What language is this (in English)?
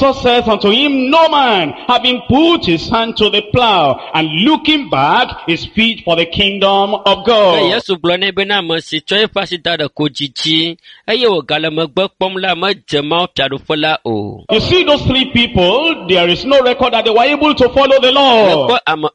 Ewe